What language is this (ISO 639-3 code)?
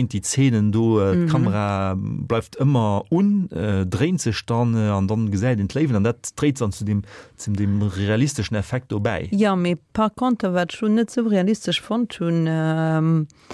ltz